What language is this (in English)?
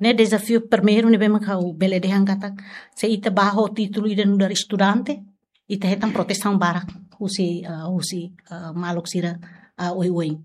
Tetum